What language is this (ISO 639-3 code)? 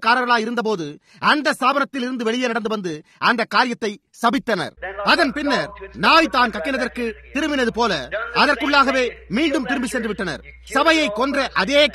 tam